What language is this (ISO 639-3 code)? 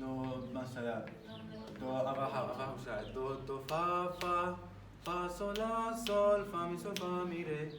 kur